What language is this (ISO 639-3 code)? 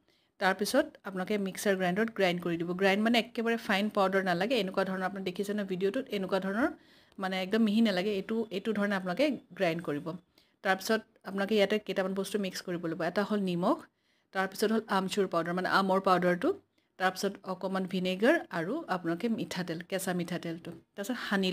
asm